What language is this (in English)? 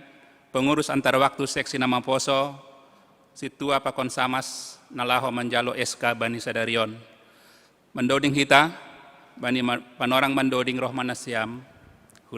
Batak Simalungun